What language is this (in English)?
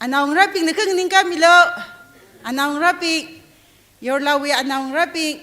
Tangkhul Naga (India)